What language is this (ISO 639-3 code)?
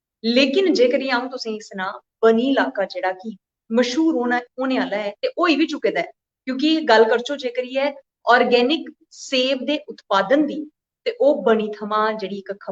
doi